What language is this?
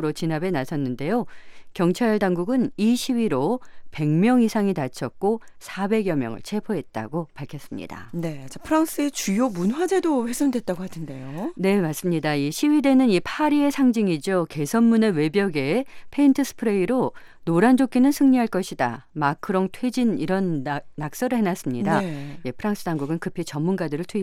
Korean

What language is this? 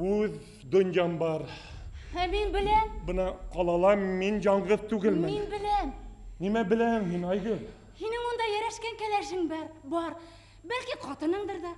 Bashkir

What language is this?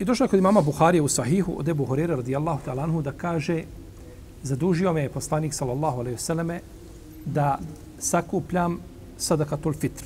Bosnian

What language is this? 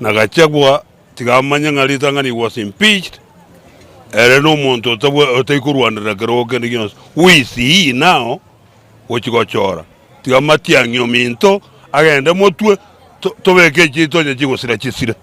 Gusii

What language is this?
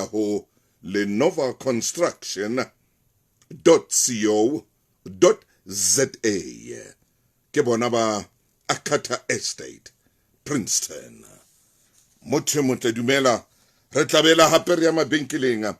Southern Sotho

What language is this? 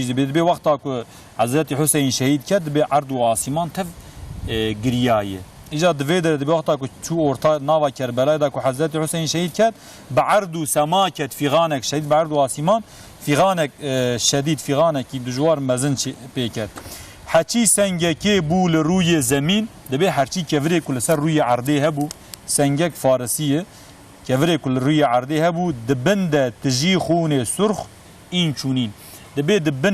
Kurdish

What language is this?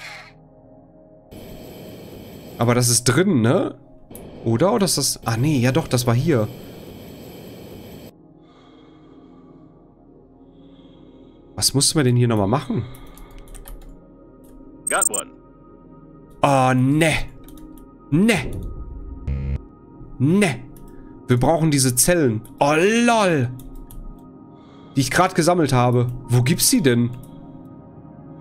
German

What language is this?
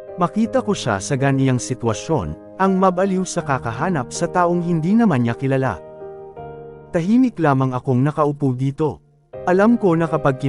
Filipino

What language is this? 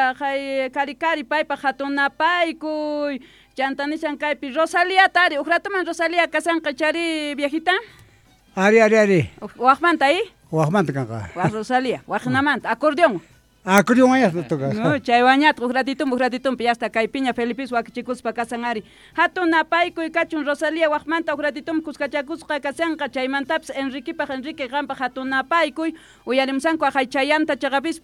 Quechua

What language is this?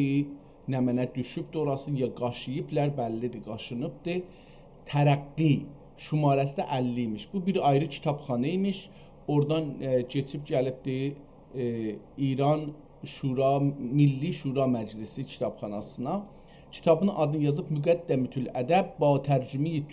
South Azerbaijani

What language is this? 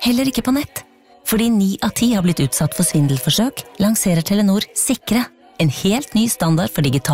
Norwegian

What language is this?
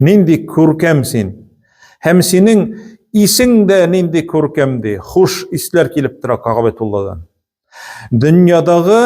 Tatar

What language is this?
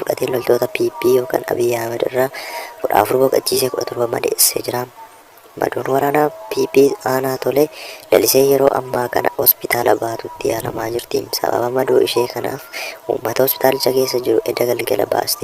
Oromo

